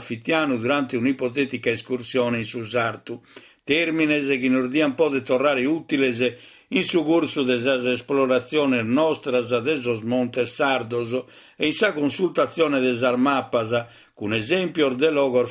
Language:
Sardinian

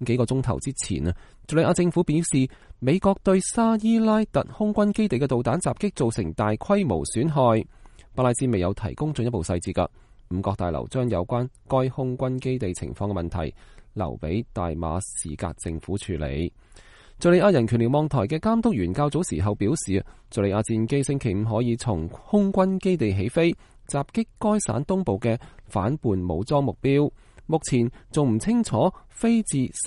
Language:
Cantonese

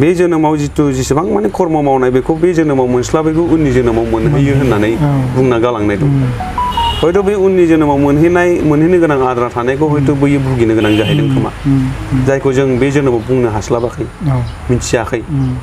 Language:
Bodo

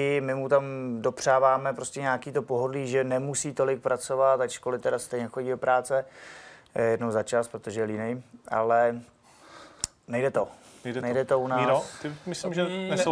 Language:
Czech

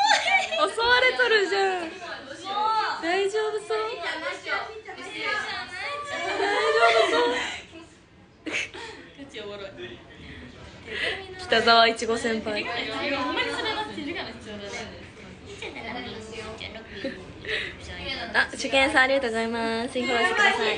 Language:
Japanese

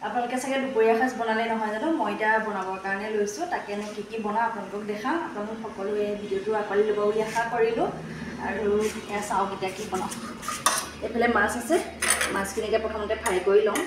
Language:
Assamese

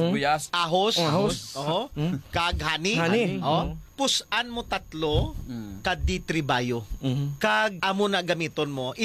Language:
Hiligaynon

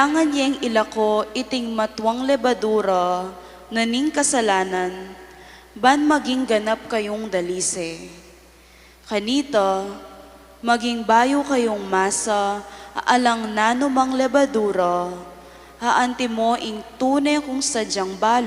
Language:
Pampanga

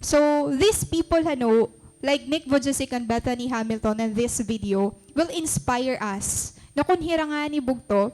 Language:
Waray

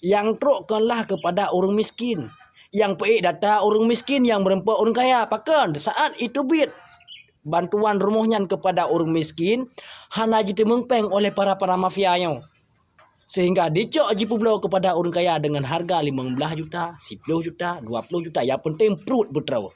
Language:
Achinese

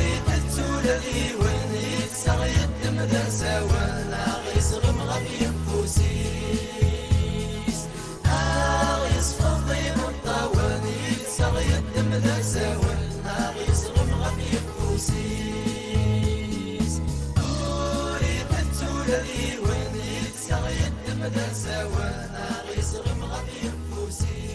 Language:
Kabyle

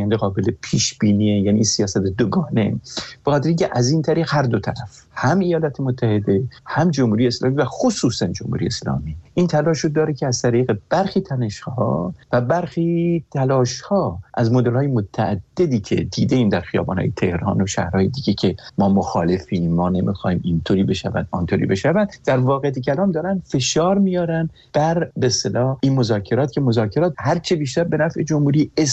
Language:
Persian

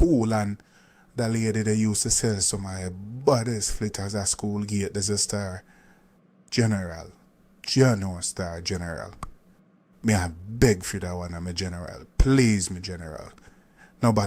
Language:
Jamaican Creole English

